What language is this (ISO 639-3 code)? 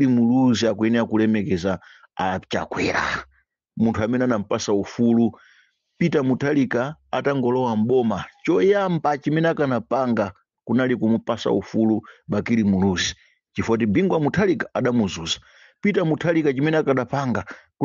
nya